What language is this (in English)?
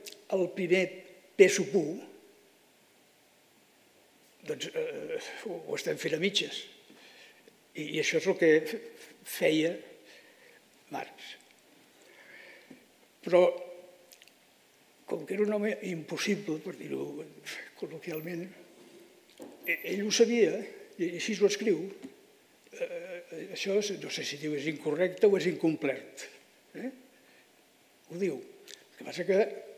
Catalan